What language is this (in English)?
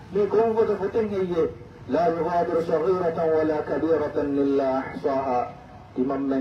Divehi